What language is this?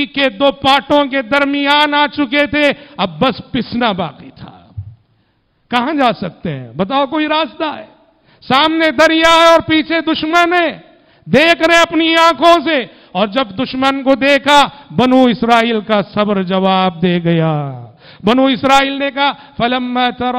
Urdu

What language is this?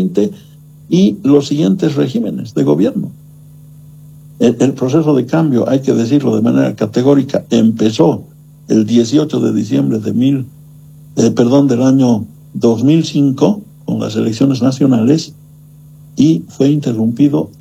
Spanish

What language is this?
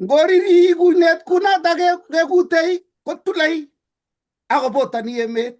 Kalenjin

